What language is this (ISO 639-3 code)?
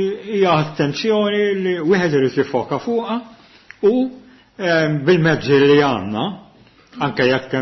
mlt